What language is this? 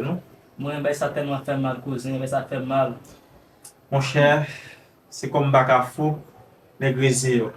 Haitian Creole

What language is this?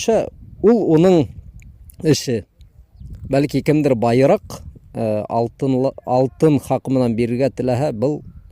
Bashkir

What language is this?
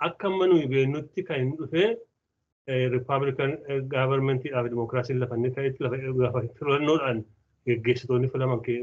Oromo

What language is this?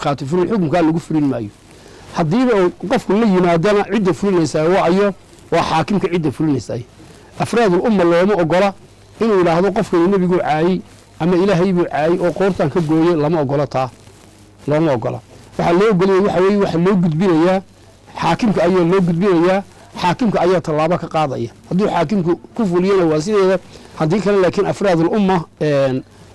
Somali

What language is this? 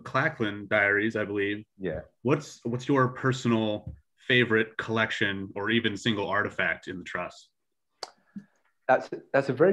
English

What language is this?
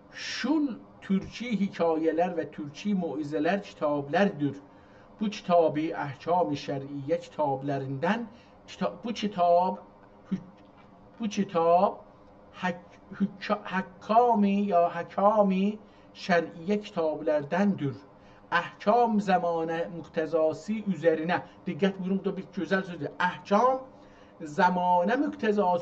South Azerbaijani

